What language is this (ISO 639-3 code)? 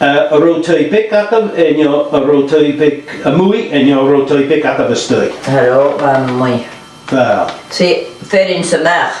gla